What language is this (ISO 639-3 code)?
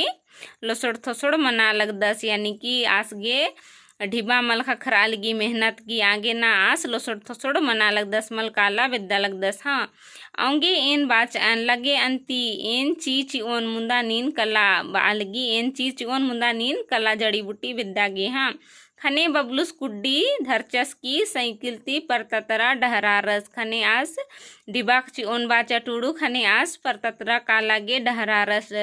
kru